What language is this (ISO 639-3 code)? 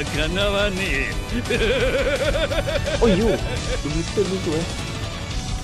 msa